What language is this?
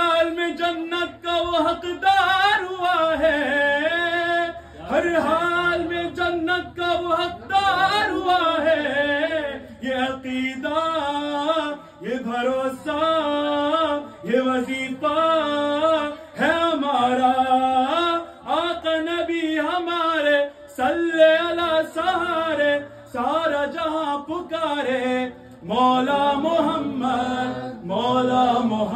Urdu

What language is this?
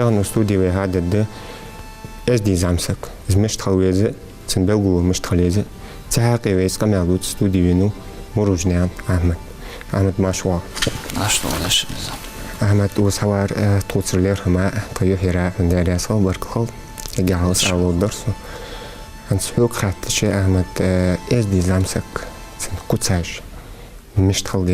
Ingush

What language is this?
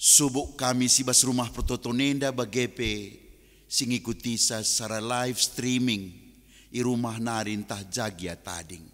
Batak Karo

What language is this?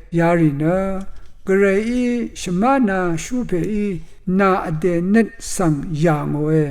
Rawang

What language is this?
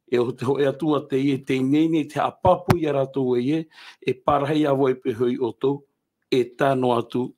Tahitian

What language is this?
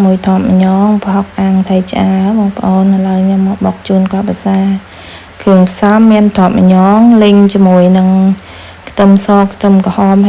Khmer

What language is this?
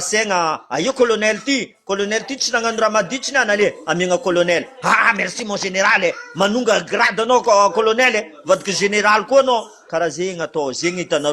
Malagasy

